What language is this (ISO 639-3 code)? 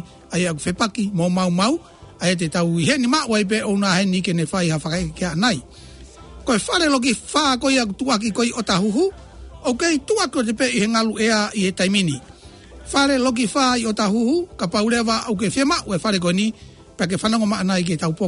ton